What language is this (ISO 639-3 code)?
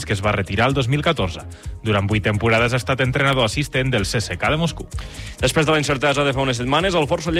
cat